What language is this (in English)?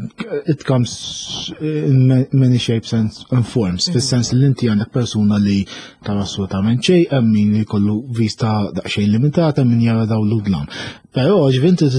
Maltese